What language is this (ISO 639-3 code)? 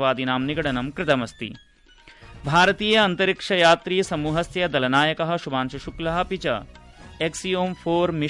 san